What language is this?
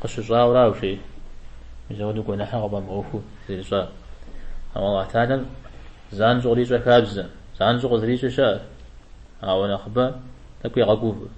Kabardian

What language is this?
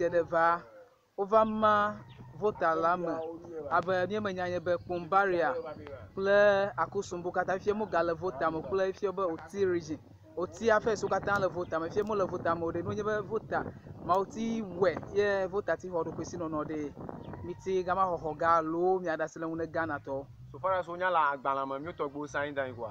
Ewe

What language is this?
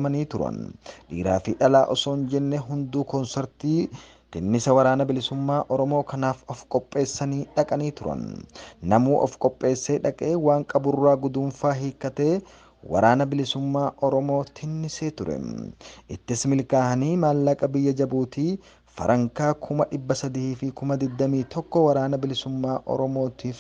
Oromo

